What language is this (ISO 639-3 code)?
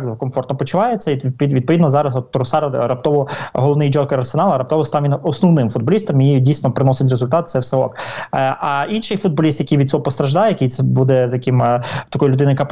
ukr